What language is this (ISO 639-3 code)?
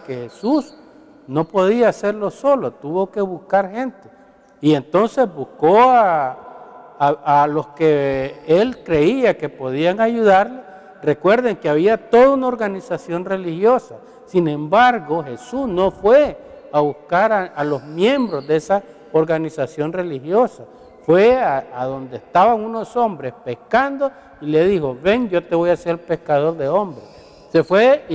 spa